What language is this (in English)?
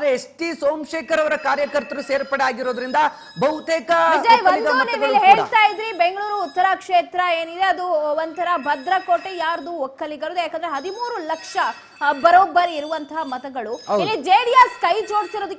Kannada